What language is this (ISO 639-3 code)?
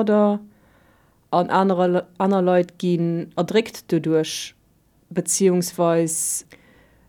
ltz